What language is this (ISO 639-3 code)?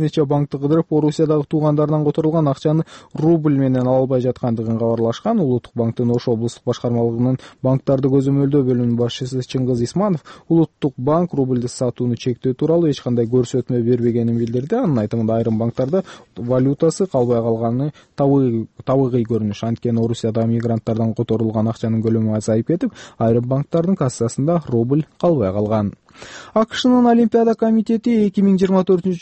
kir